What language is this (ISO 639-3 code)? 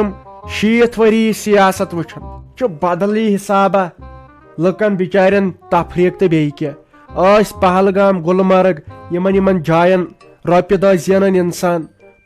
kas